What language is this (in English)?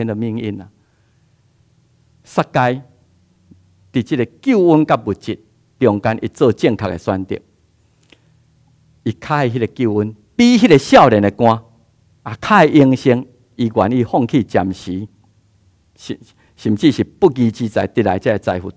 Min Nan Chinese